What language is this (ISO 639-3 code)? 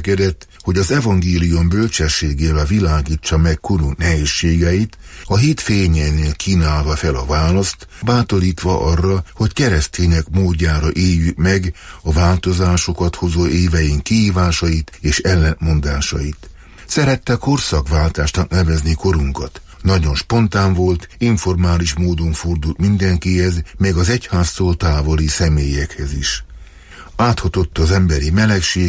hun